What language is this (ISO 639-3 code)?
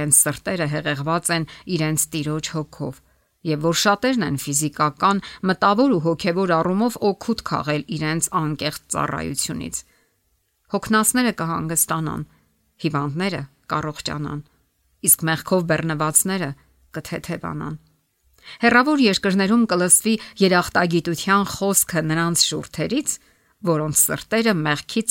hye